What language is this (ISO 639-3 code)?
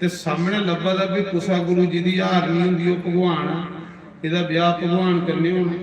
doi